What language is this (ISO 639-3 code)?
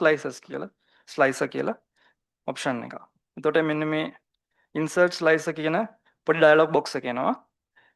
sin